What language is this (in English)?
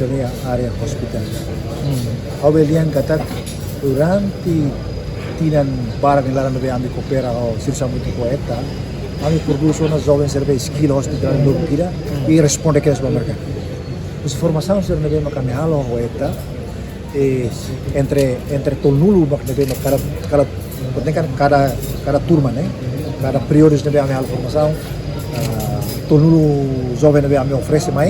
Tetum